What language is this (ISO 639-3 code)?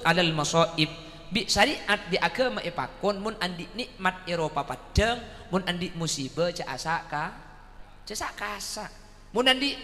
mad